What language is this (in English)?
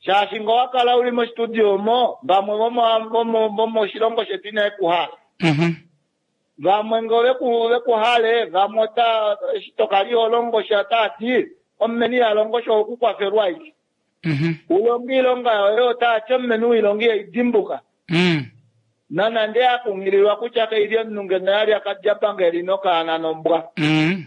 Kuanyama